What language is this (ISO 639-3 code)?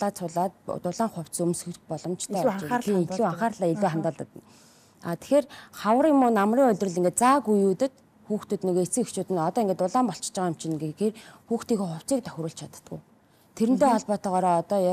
mon